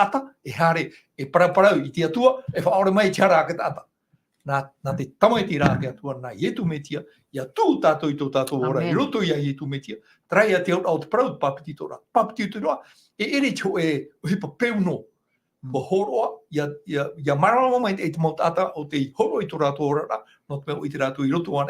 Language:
Tahitian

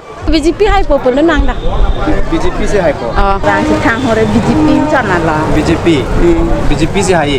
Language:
Karbi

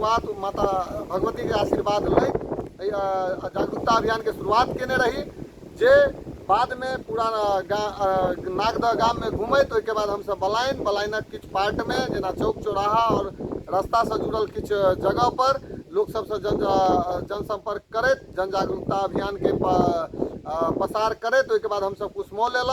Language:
Maithili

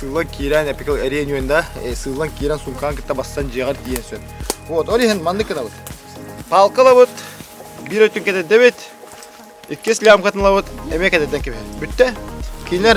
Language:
Yakut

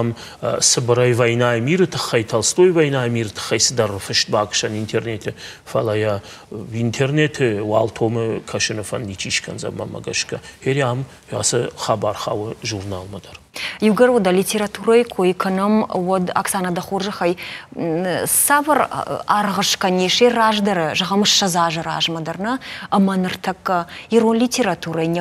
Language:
Ossetic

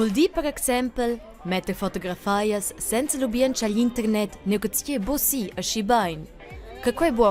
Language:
Romansh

